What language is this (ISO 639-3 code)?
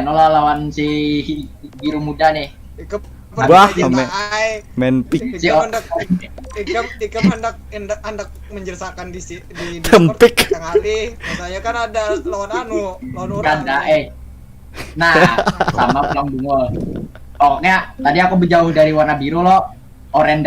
bjn